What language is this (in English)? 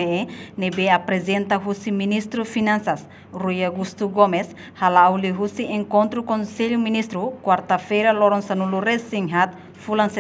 Tetum